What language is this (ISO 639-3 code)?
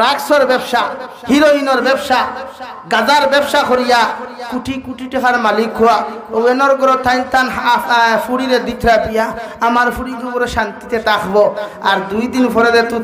syl